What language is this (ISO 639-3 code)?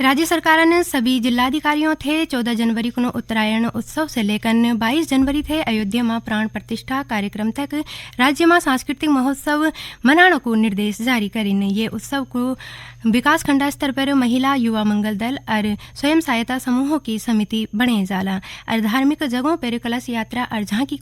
gbm